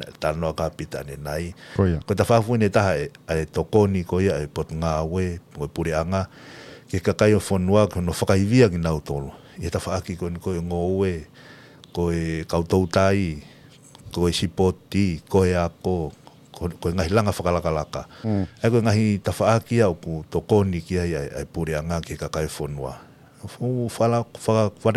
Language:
Tongan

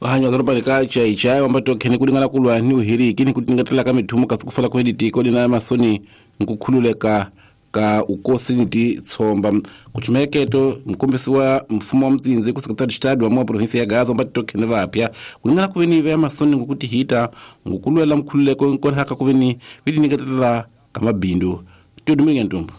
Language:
Tsonga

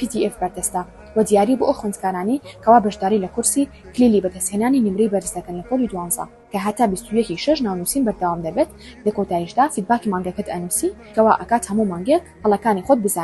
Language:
Central Kurdish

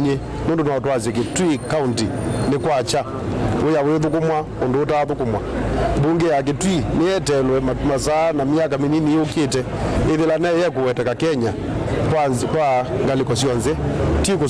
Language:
Kamba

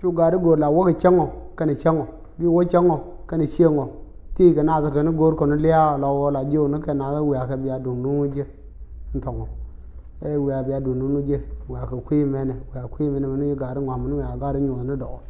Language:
Nuer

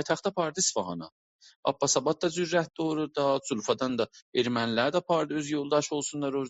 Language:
South Azerbaijani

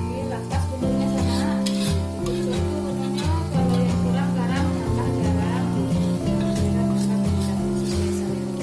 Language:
Minangkabau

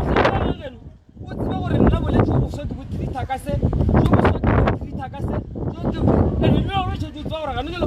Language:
Northern Sotho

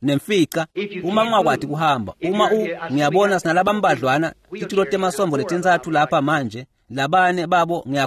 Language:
Swati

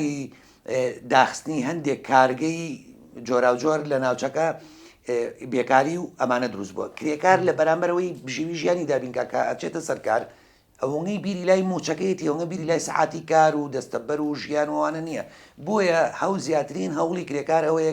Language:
Central Kurdish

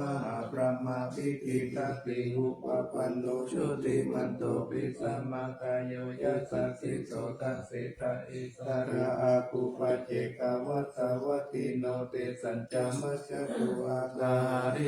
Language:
Pali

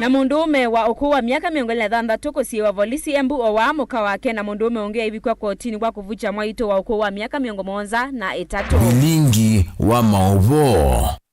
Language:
Kamba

